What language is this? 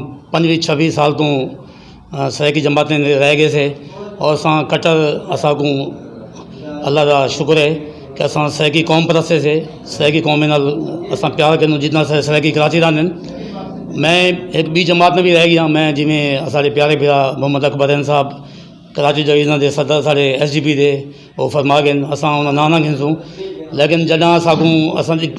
Saraiki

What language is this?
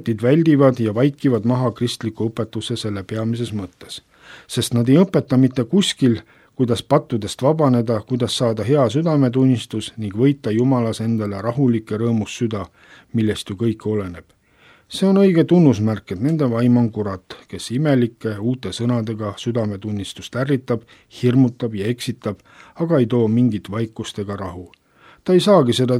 Estonian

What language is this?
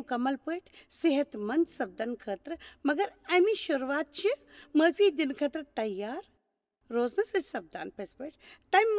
Kashmiri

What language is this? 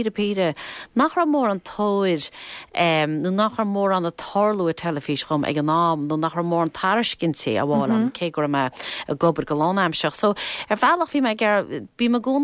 Irish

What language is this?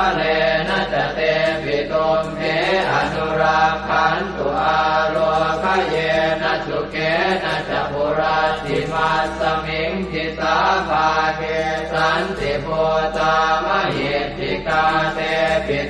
Pali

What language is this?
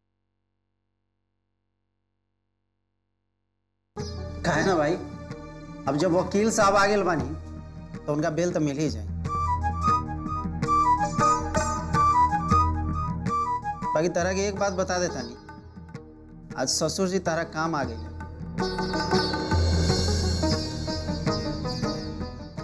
Bhojpuri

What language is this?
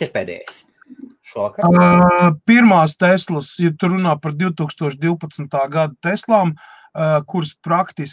Latvian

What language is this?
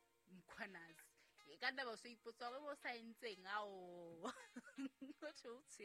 Southern Sotho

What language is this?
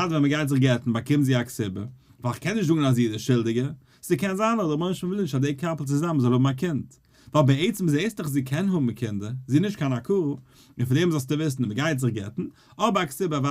Yiddish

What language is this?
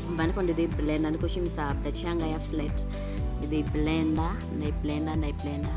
Venda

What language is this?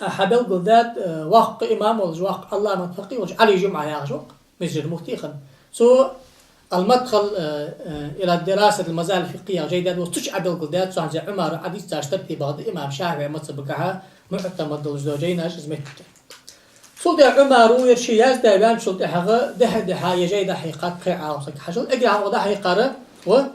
Ingush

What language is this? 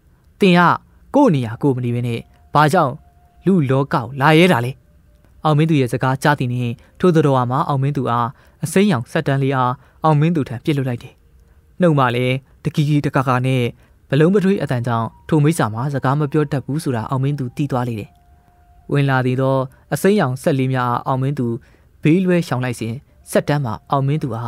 Burmese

